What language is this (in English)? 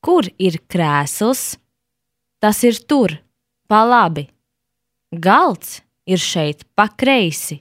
Latvian